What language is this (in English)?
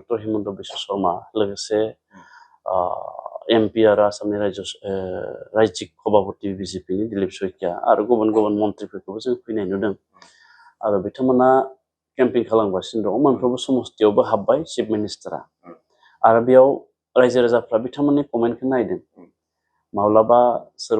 Bodo